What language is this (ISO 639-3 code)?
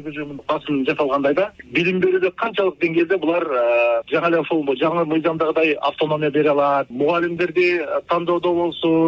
kir